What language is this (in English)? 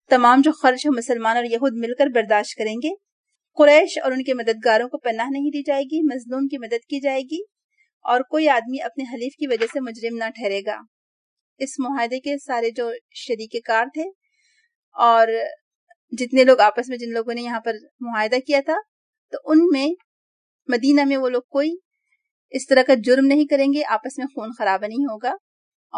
Urdu